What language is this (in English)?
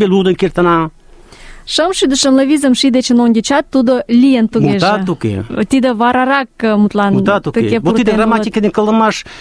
Mari